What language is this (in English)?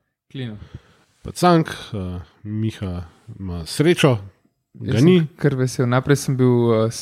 Slovenian